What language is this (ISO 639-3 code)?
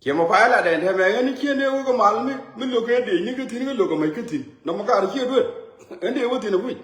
nus